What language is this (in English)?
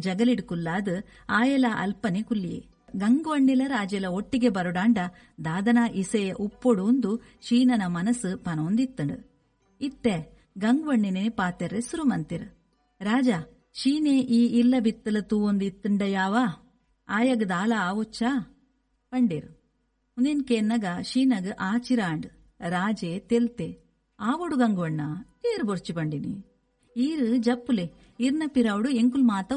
Tulu